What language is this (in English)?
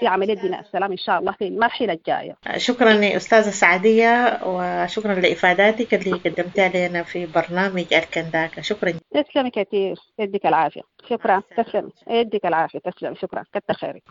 Sudanese Arabic